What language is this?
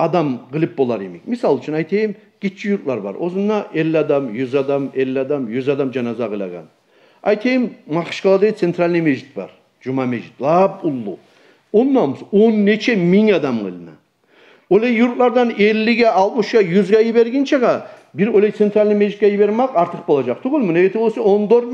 Kumyk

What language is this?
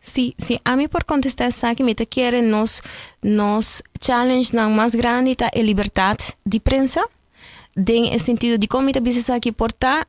Papiamento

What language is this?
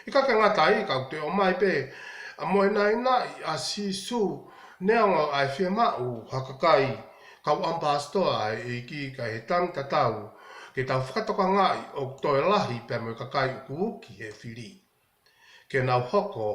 Tongan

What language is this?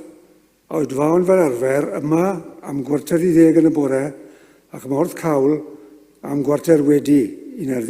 Welsh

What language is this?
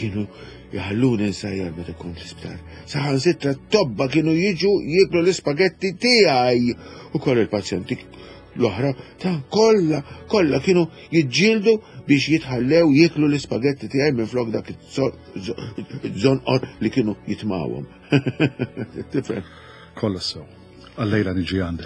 Maltese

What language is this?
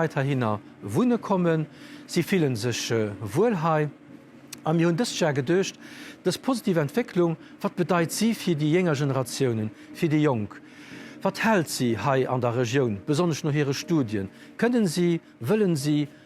Luxembourgish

